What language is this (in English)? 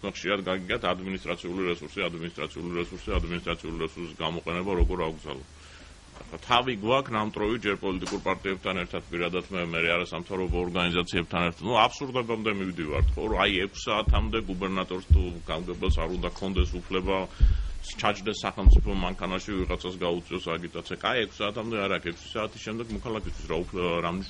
Georgian